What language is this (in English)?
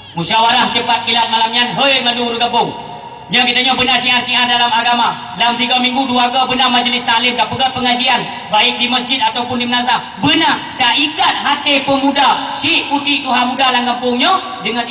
Achinese